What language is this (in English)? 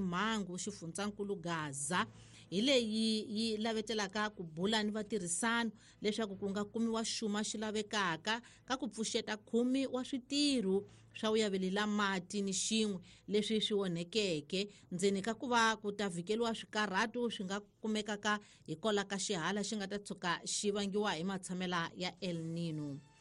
Tsonga